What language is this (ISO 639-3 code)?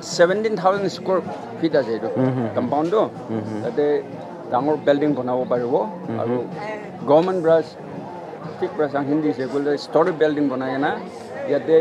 nag